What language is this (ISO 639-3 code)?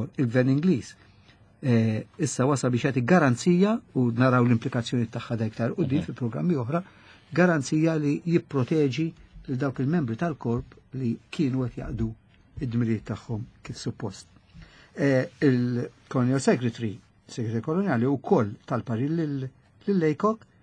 mlt